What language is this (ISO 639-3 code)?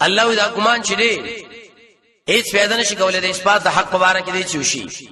pus